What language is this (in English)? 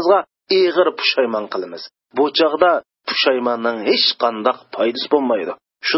Uyghur